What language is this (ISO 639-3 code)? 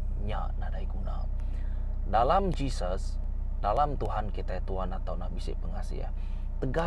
iba